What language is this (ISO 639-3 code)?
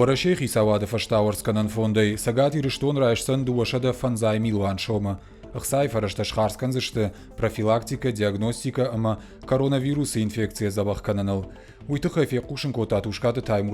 oss